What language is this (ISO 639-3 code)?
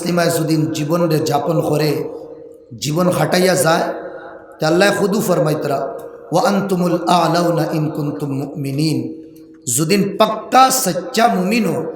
syl